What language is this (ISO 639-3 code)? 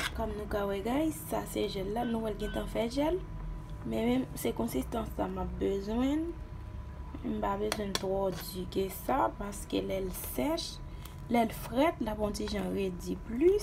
hat